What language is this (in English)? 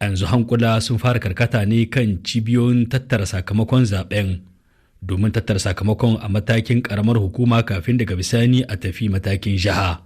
Hausa